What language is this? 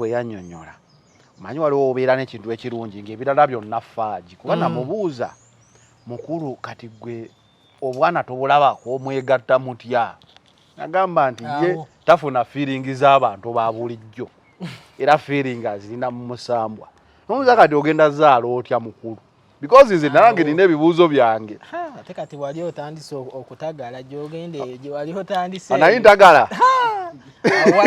Ganda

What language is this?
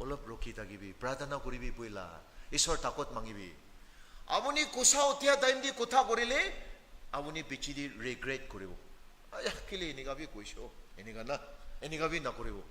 Naga Pidgin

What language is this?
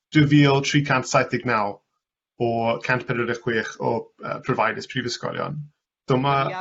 Welsh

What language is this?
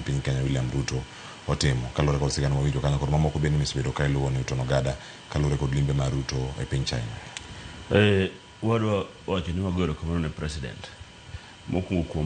Luo (Kenya and Tanzania)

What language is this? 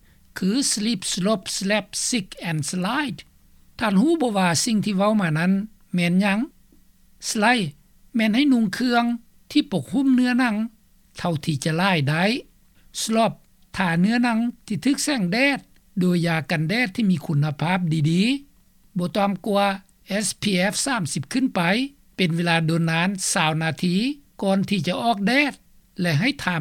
Lao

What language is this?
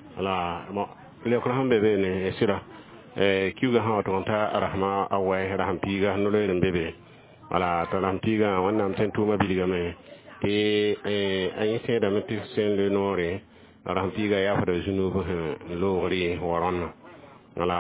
Mossi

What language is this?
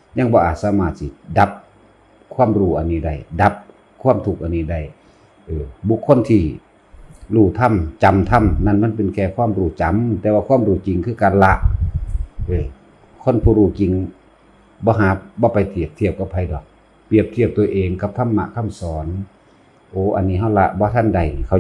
Northeastern Thai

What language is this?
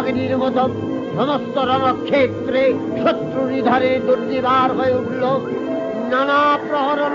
Bangla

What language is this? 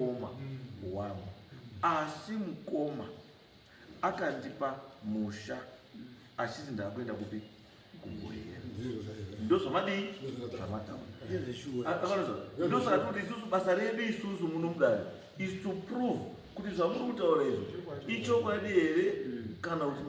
Shona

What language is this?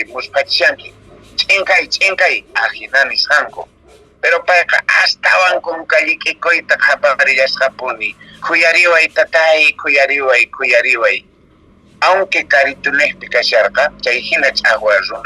Quechua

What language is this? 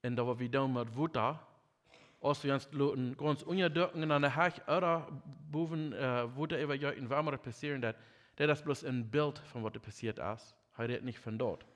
Plautdietsch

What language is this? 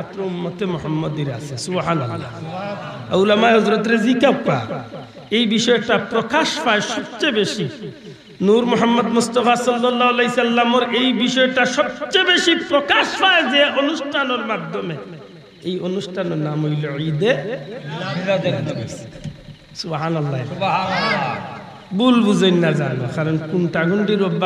Sylheti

